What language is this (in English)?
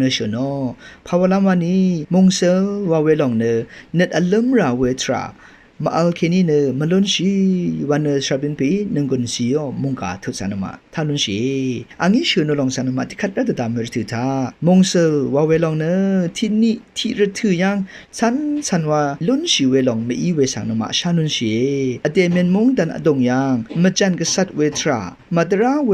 Rawang